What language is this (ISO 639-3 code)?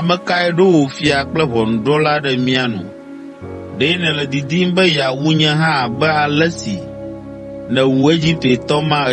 ewe